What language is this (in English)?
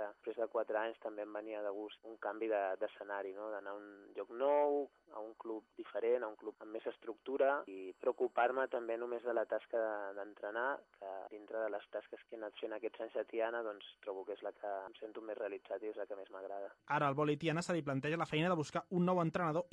Catalan